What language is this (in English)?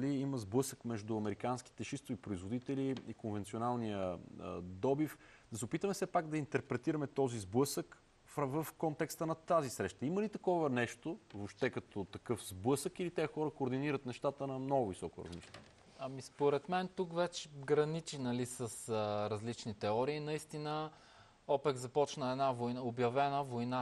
Bulgarian